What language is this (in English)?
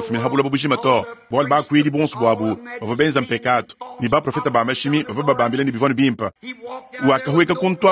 Luba-Lulua